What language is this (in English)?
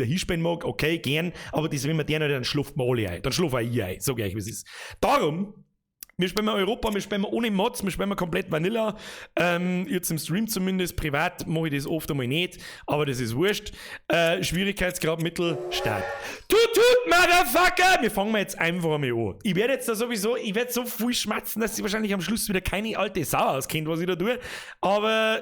Bavarian